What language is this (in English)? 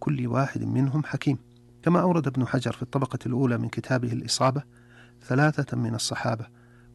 Arabic